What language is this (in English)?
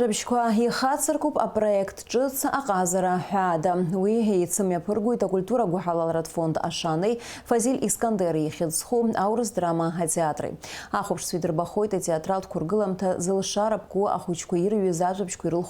Abkhazian